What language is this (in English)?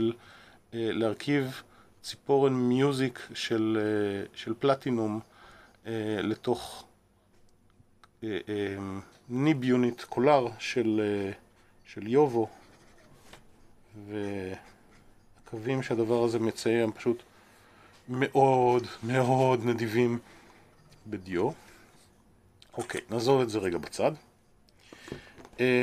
Hebrew